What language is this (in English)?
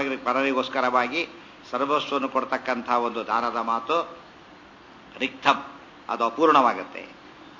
Kannada